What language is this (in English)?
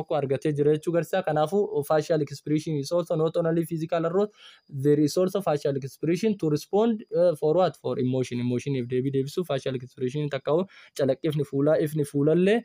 Oromo